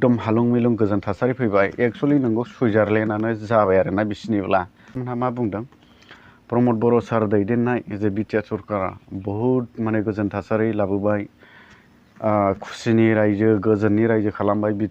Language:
Bodo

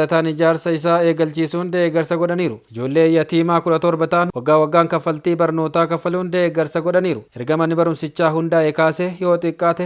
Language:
Oromo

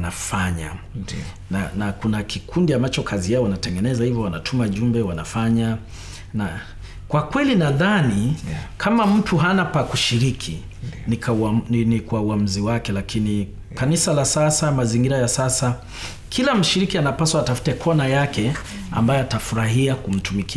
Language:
Swahili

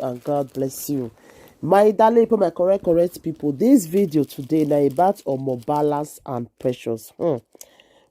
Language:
Nigerian Pidgin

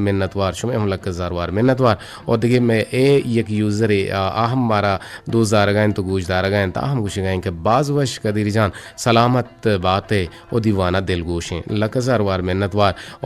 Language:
Eastern Balochi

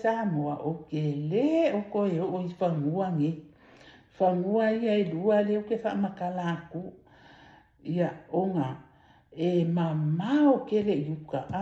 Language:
Samoan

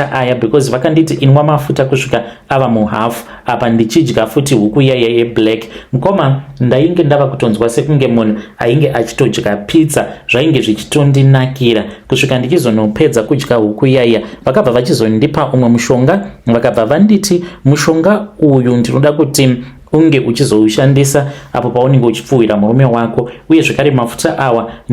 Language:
Shona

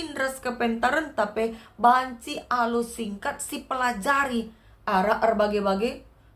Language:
Batak Karo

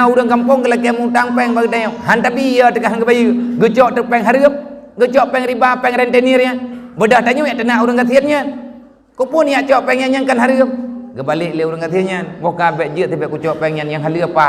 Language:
Achinese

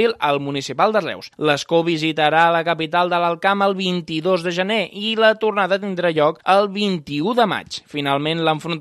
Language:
Catalan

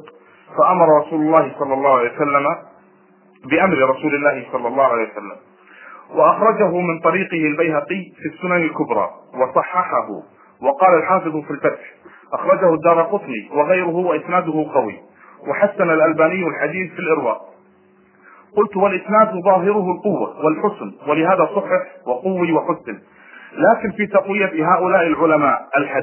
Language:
Arabic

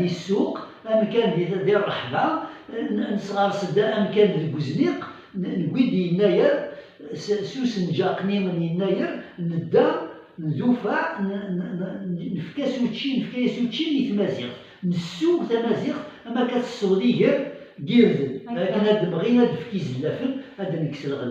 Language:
Kabyle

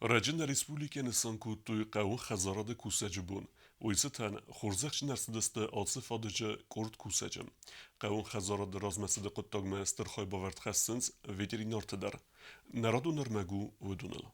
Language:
Ossetic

